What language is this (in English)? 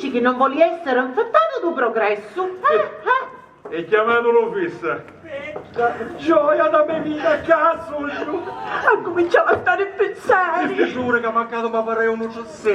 Sicilian